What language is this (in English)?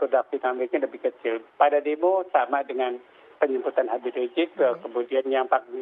Indonesian